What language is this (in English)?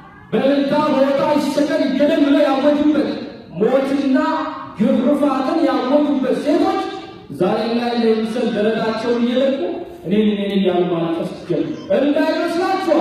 Amharic